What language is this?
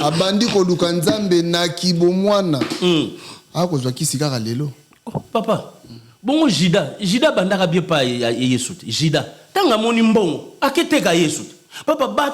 Lingala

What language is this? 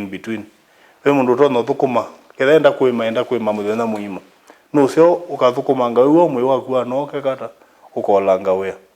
Kamba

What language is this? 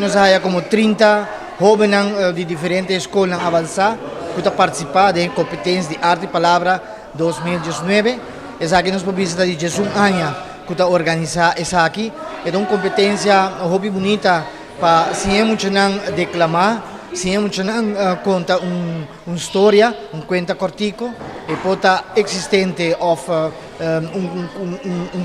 Papiamento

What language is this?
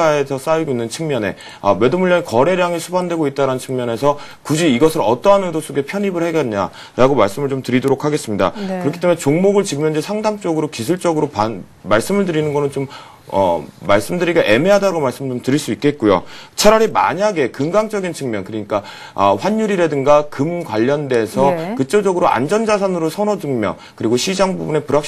Korean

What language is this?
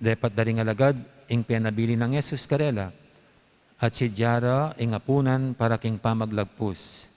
Pampanga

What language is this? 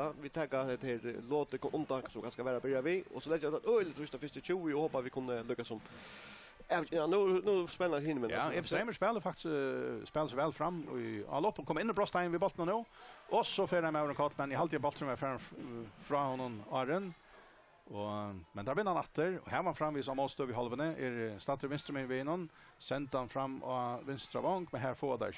Faroese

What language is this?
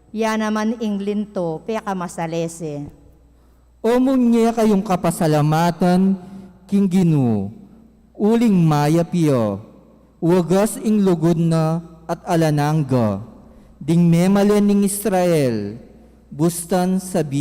Pampanga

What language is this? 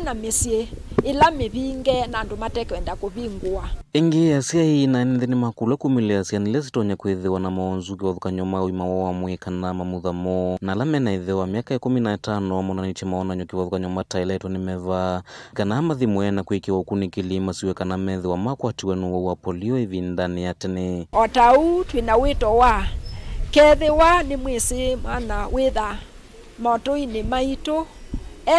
Kamba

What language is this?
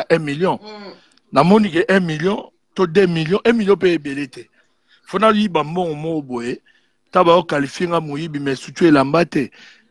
Lingala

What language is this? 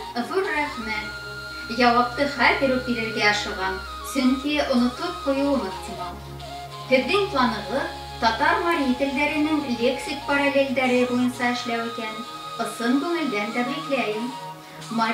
Bashkir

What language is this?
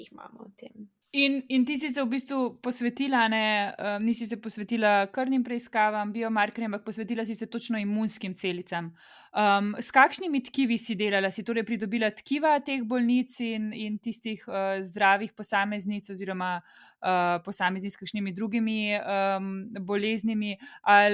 Slovenian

